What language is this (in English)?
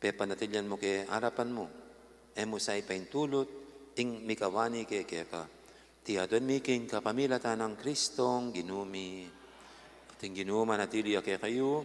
Pampanga